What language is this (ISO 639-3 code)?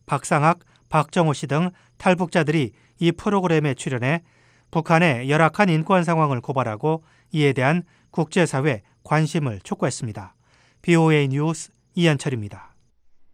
kor